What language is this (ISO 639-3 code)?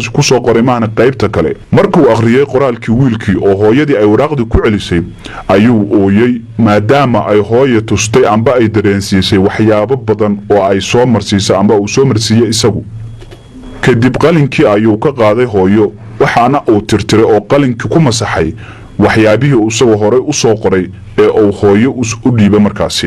som